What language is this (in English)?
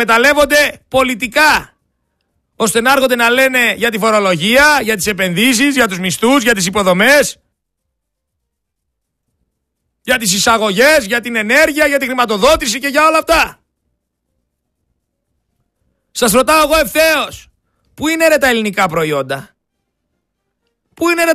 Greek